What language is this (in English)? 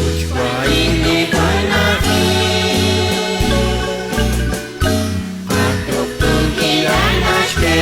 Kekchí